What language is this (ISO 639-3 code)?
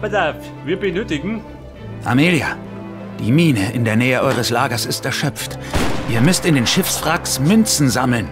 bar